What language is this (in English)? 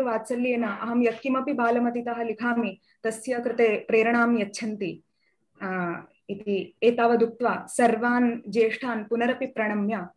Sanskrit